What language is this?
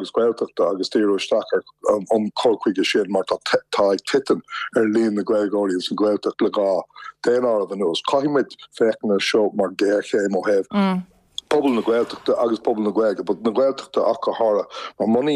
Irish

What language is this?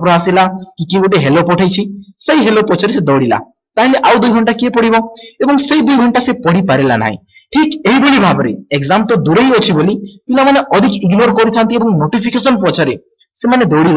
Odia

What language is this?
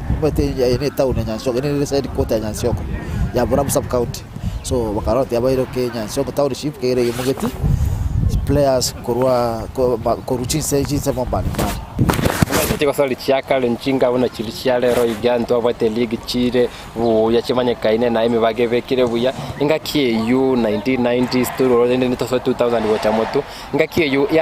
Gusii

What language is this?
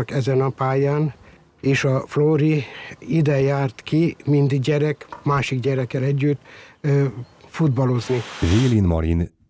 Hungarian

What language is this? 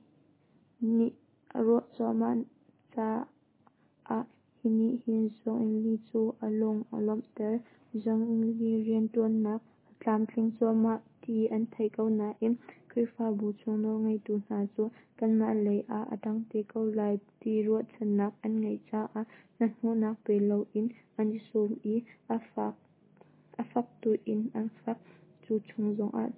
Hakha Chin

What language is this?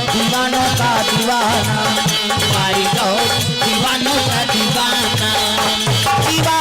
Chhattisgarhi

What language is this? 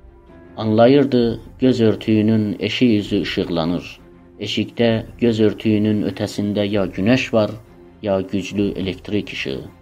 South Azerbaijani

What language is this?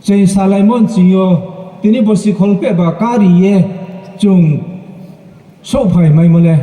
Riang (India)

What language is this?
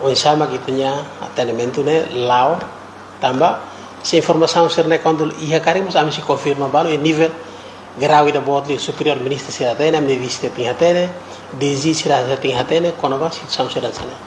Tetum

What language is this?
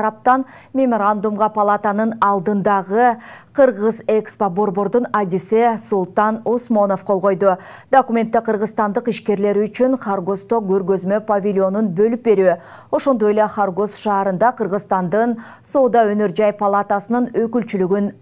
Kyrgyz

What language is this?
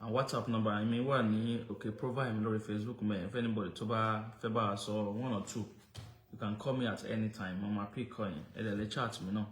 Yoruba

